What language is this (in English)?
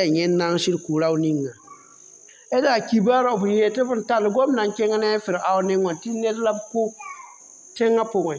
Mossi